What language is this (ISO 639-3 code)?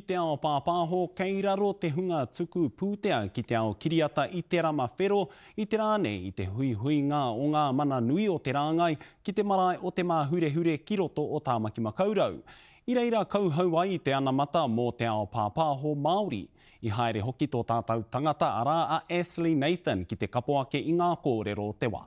mri